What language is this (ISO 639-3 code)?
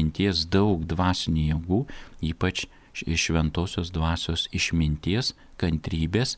lit